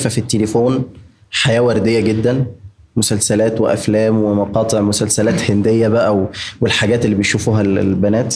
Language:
Egyptian Arabic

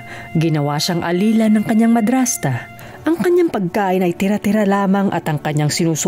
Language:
Filipino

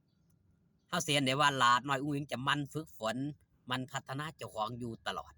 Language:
Northeastern Thai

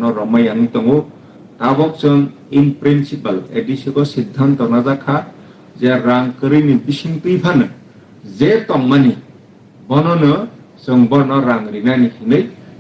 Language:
Kok Borok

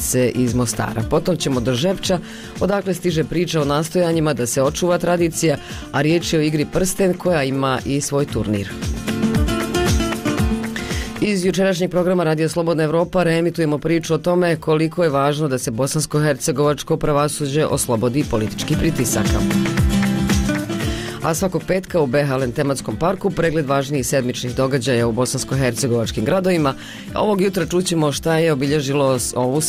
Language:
Bosnian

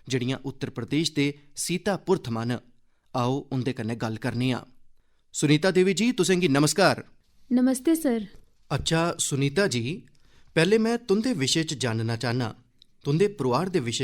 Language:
Dogri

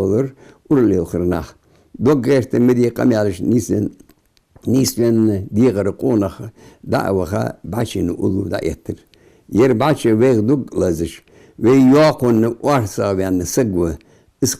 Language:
Ingush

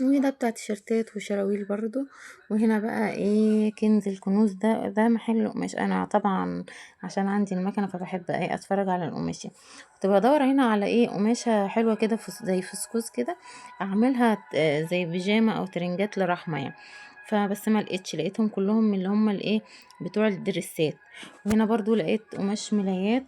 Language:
Egyptian Arabic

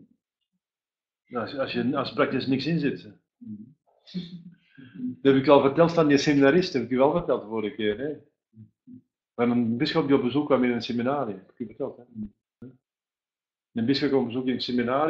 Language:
Dutch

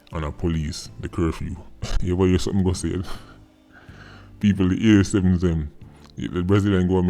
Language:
Jamaican Creole English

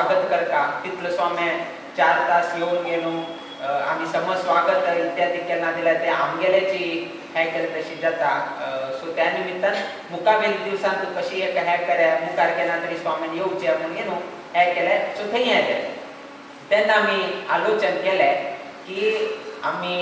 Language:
Konkani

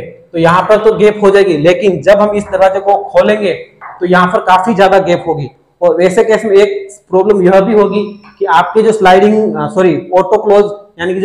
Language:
Hindi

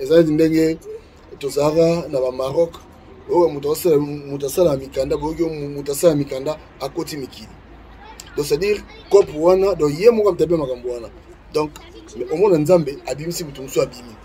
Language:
Lingala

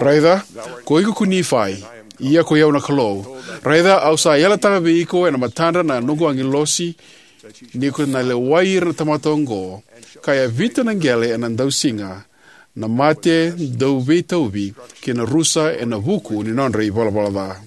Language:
Fijian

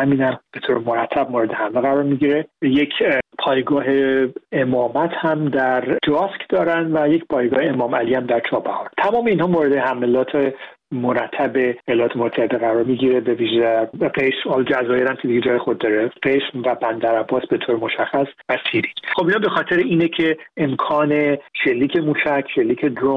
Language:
Persian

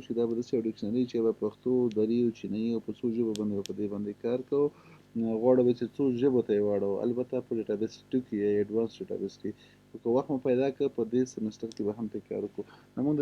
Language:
Pashto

